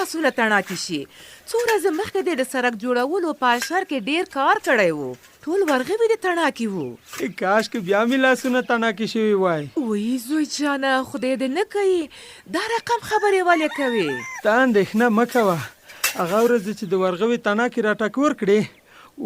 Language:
Pashto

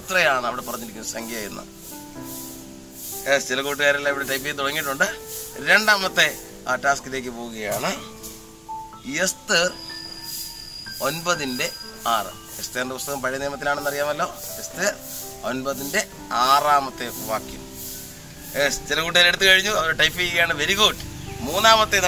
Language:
Malayalam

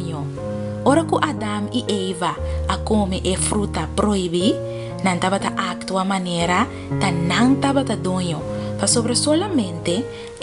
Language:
Papiamento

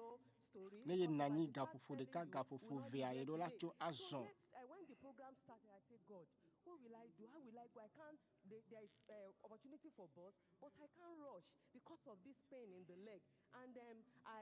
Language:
Ewe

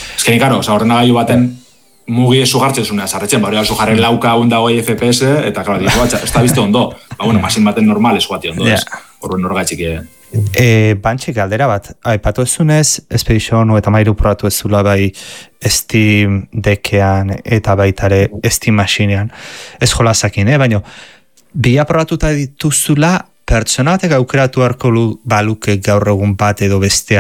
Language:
Basque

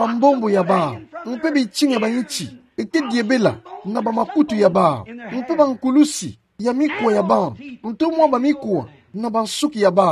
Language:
Kituba (Democratic Republic of Congo)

